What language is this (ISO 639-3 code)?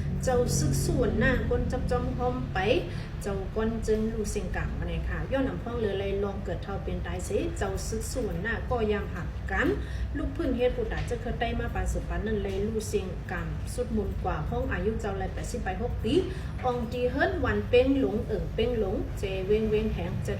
shn